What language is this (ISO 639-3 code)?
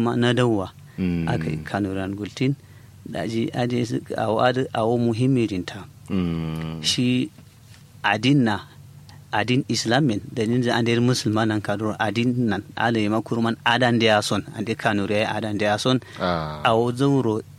kau